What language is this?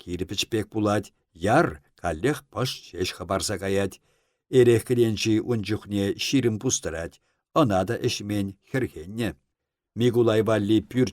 Chuvash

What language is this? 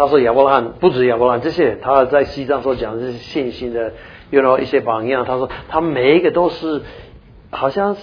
Chinese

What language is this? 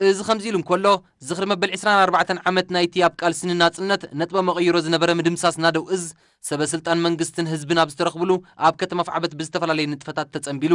Tigrinya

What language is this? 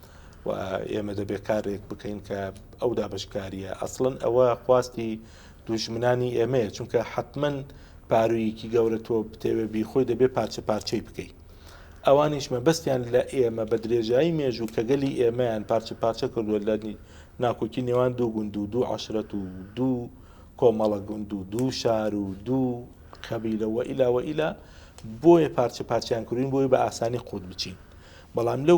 Central Kurdish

